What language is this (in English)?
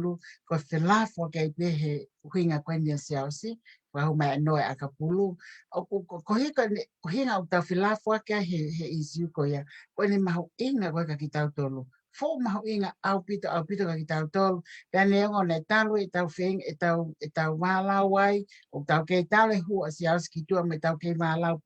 Tongan